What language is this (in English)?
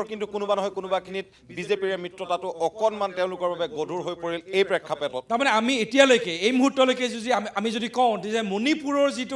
Assamese